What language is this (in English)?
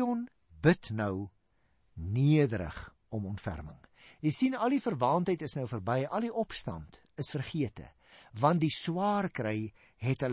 Afrikaans